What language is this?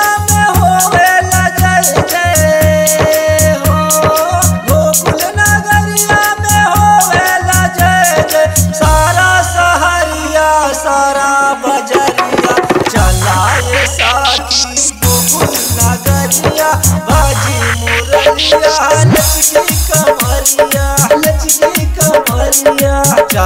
Bhojpuri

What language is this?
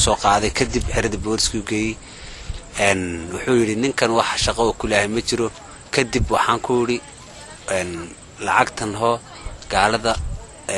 Somali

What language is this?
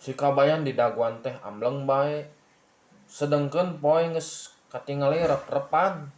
Sundanese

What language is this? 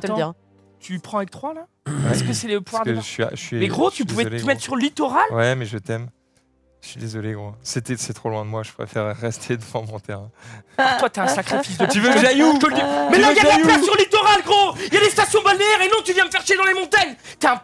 French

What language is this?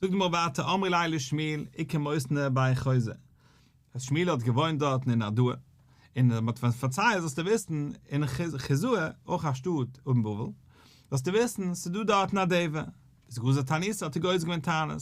Yiddish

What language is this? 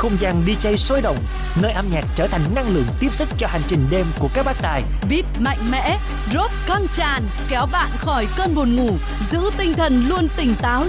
Vietnamese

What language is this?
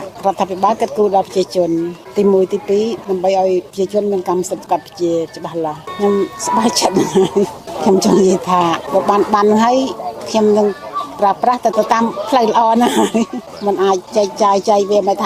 Khmer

